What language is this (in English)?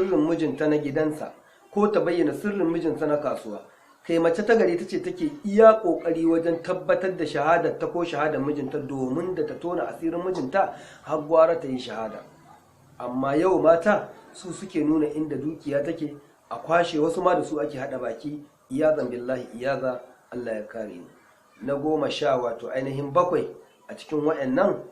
Hausa